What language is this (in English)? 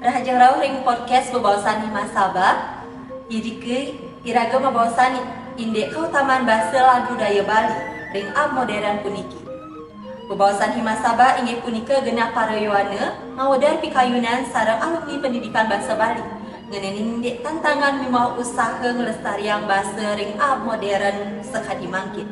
Balinese